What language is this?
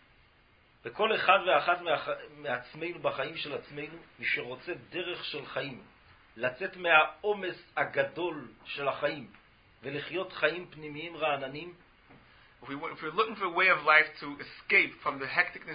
Hebrew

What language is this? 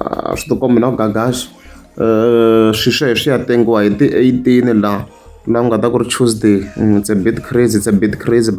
Tsonga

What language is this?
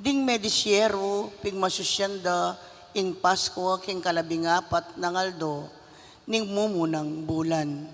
Pampanga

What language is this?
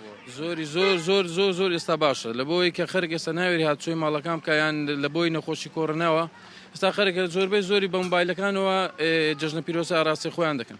Central Kurdish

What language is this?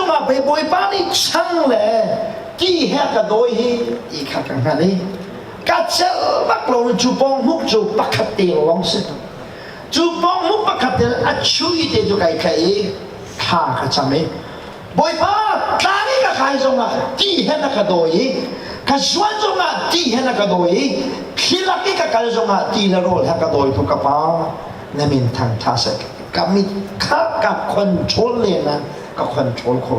Hakha Chin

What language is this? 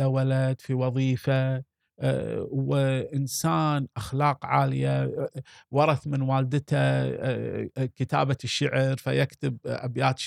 Gulf Arabic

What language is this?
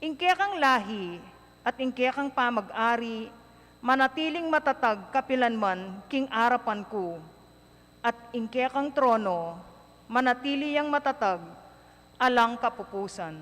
Pampanga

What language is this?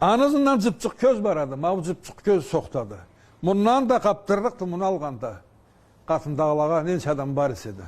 Karachay-Balkar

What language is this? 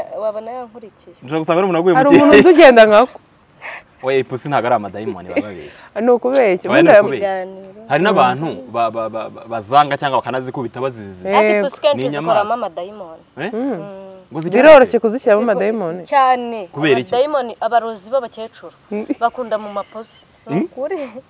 Kinyarwanda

